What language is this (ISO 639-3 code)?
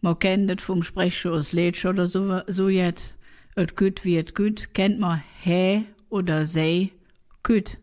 ksh